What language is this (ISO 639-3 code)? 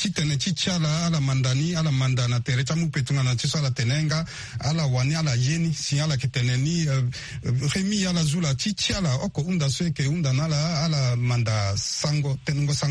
sag